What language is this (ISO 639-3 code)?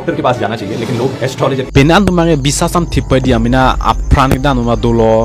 mjw